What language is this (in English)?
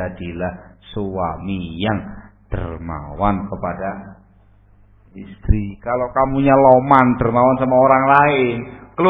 Indonesian